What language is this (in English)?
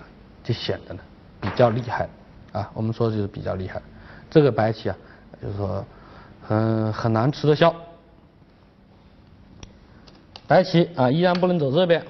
Chinese